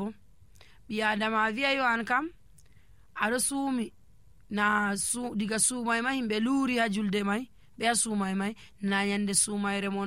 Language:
Nigerian Fulfulde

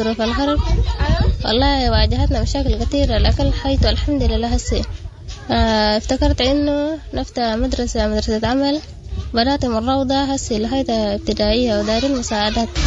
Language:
Sudanese Arabic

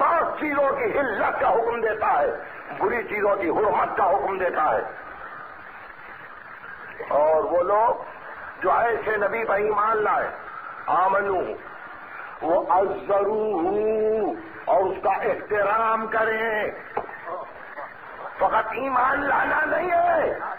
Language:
Urdu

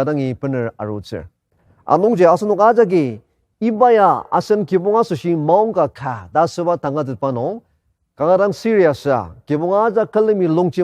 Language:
Ao Naga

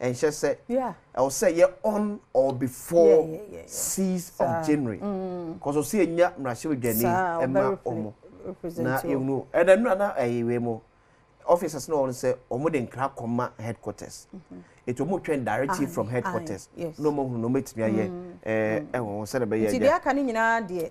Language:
Akan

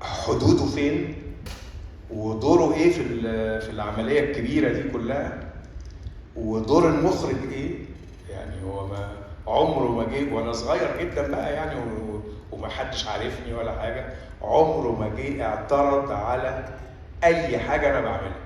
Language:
Egyptian Arabic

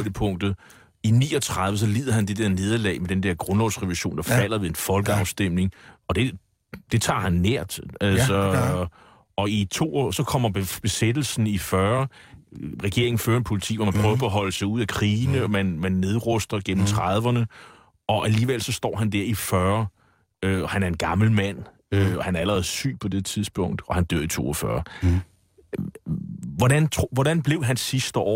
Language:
Danish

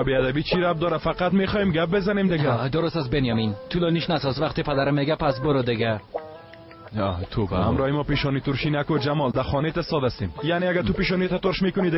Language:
Tajik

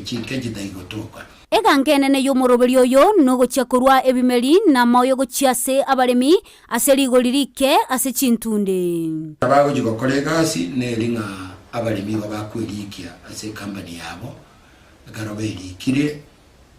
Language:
Gusii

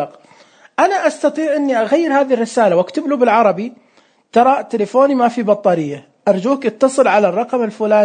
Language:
Najdi Arabic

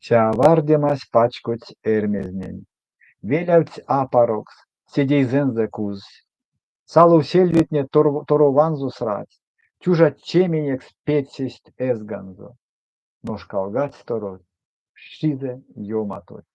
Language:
Erzya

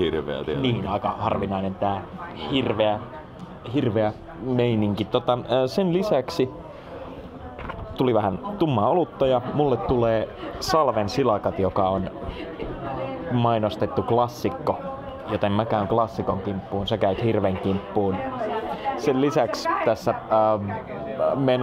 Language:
Finnish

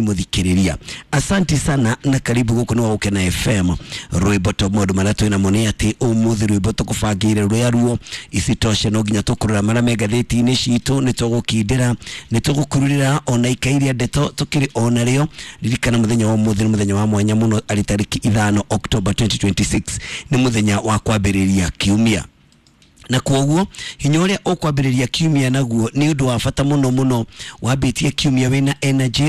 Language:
Kikuyu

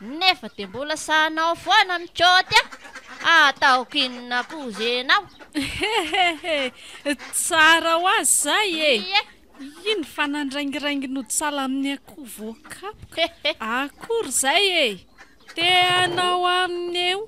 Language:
Malagasy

